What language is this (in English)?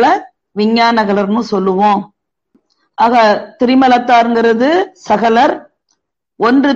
Tamil